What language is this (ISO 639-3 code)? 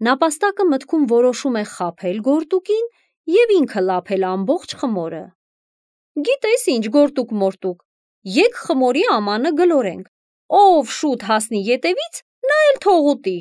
hye